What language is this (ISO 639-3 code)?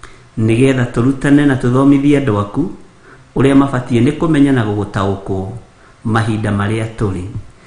kik